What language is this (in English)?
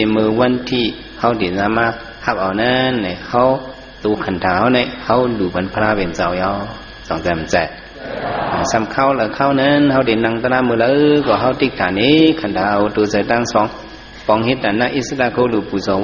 Shan